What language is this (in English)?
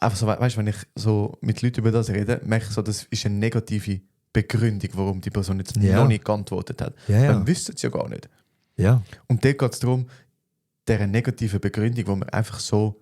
Swiss German